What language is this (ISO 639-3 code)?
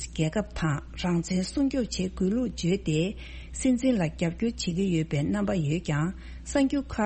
bod